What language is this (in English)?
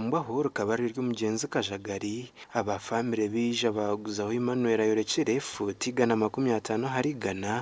Nyankole